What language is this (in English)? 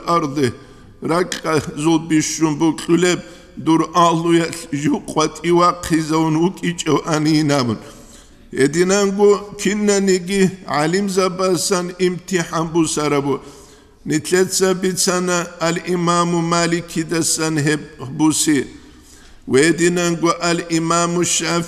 Avaric